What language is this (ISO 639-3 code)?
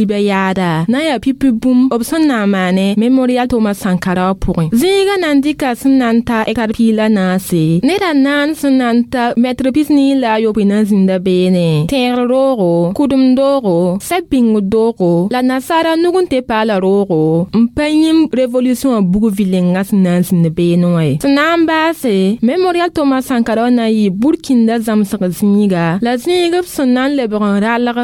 mos